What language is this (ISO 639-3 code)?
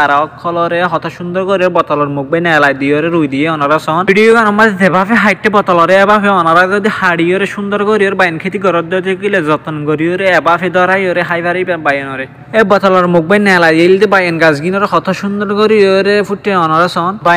rhg